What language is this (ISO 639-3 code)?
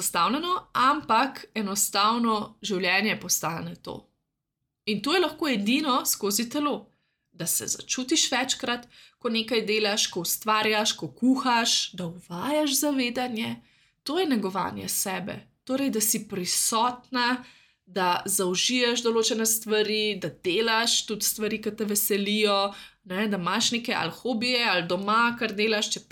slv